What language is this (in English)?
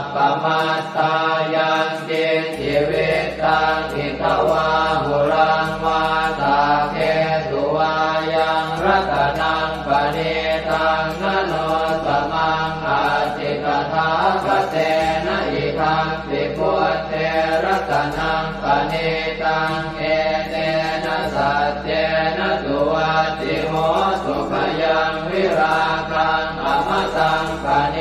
Pali